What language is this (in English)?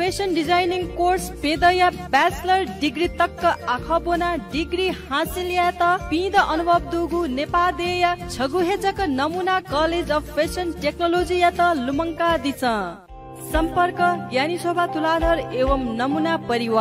Newari